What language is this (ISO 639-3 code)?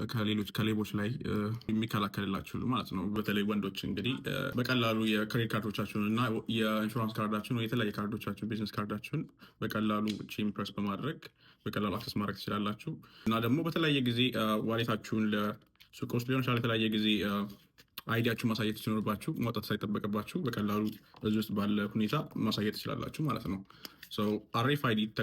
amh